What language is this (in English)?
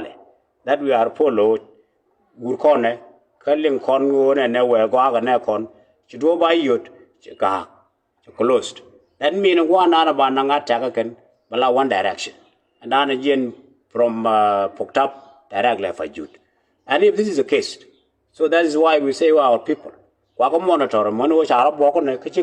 Nuer